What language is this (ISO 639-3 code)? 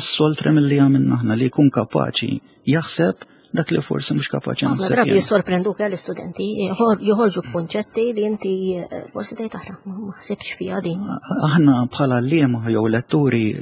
mlt